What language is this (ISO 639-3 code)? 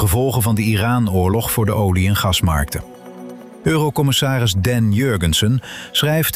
nld